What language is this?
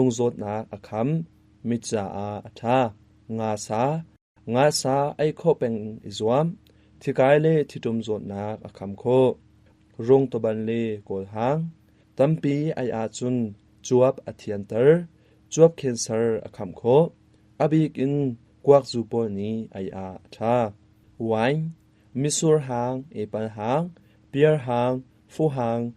Hakha Chin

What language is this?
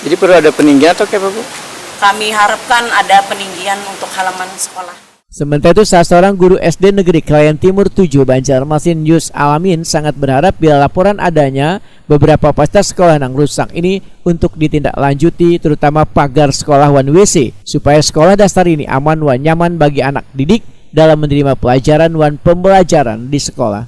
Banjar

